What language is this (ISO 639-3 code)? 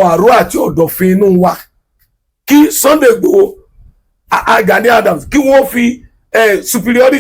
yor